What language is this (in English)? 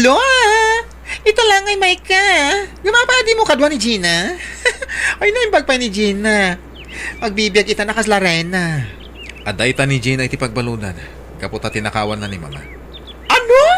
Iloko